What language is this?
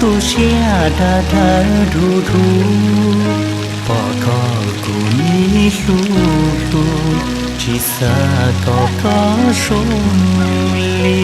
Hmong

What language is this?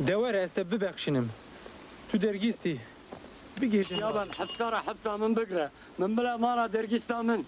Kurdish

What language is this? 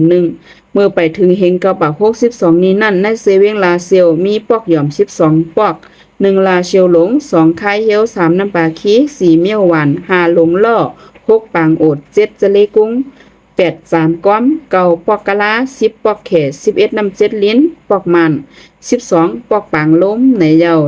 Shan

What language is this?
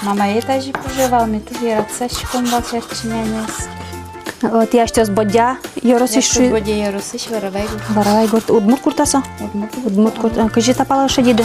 Udmurt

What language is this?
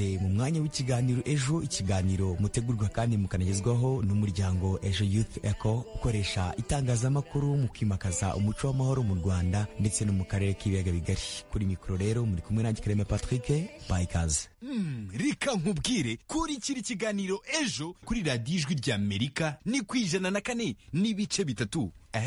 Kinyarwanda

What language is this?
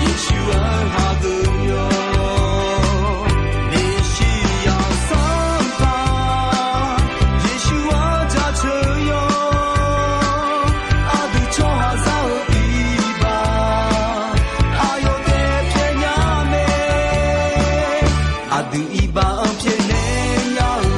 Akha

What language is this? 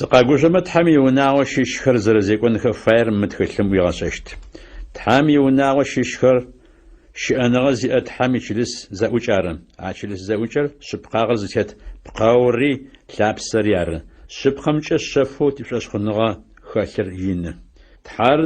Adyghe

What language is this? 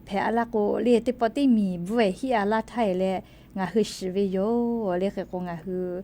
Lahu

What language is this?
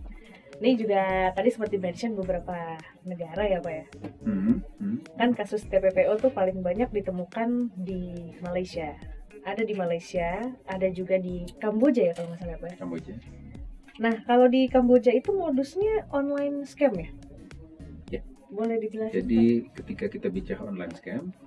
Indonesian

